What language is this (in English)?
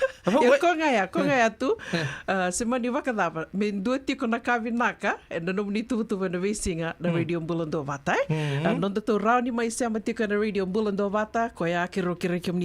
Fijian